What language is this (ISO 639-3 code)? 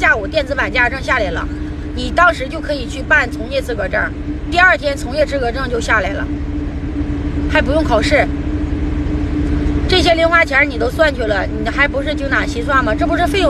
zho